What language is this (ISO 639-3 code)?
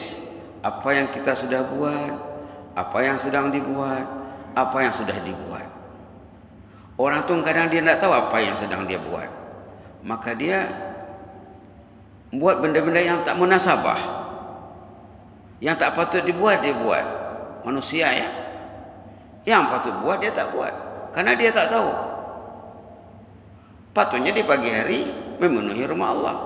msa